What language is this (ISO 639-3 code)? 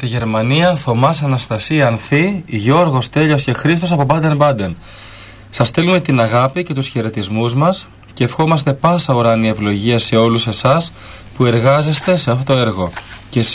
ell